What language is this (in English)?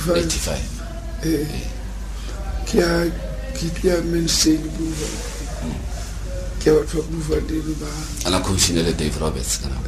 Tswana